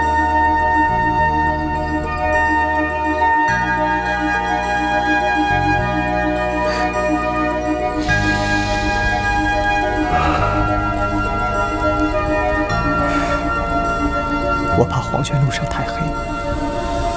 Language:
Chinese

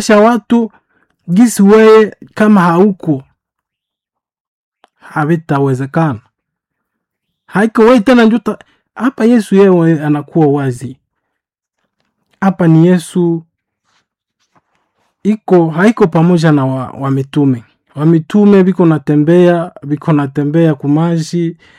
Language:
Swahili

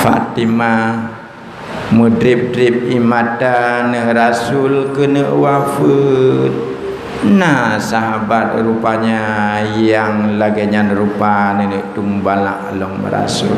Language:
Achinese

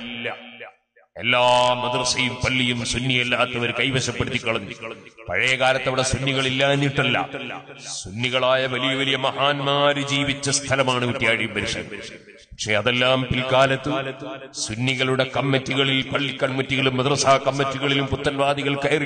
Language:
Malayalam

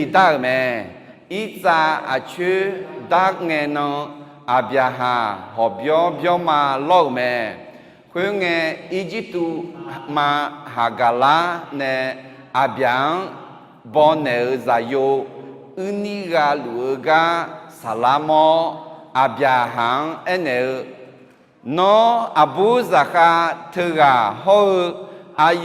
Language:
Akha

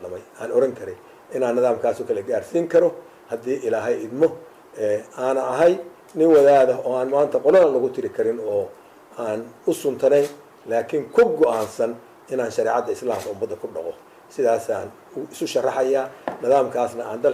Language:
Somali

